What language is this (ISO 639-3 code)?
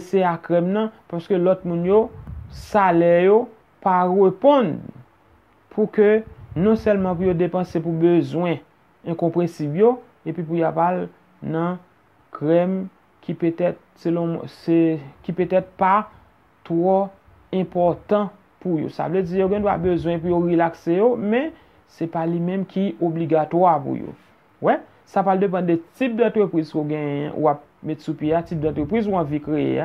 hat